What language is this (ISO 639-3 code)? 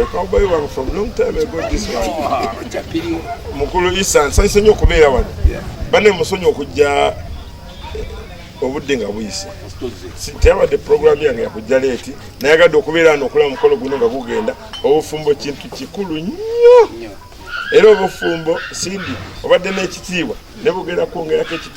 lug